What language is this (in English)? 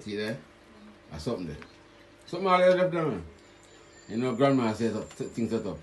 Jamaican Creole English